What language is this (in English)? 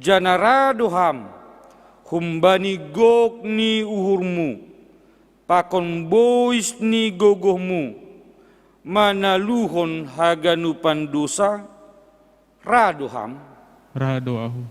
Batak Simalungun